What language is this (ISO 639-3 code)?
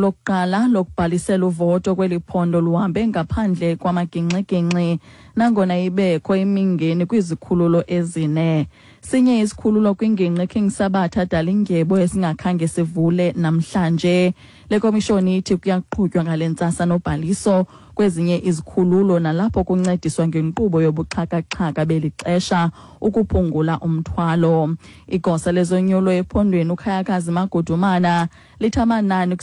xho